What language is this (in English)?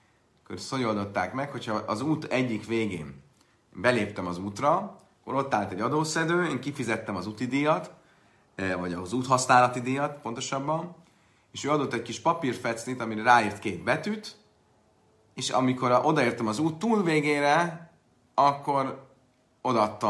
Hungarian